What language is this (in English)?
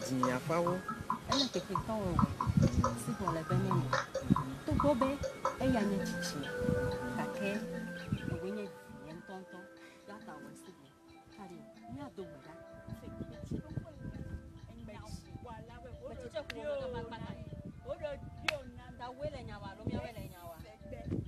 Ewe